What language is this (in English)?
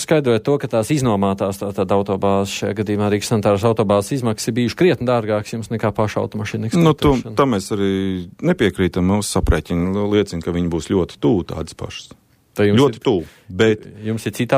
Latvian